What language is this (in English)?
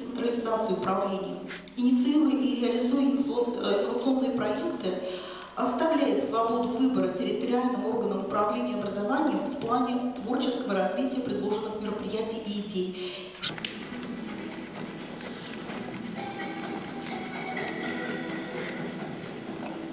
Russian